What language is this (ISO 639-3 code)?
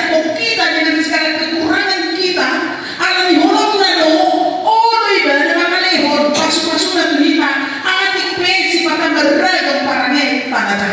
bbc